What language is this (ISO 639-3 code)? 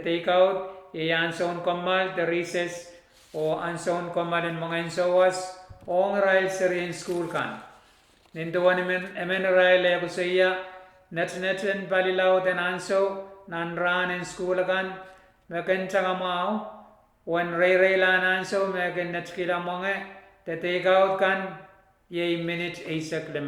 pon